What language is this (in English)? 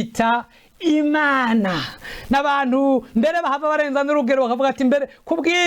Rundi